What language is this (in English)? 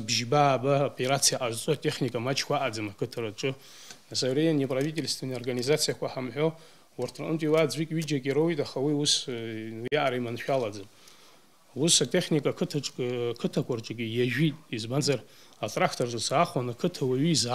Abkhazian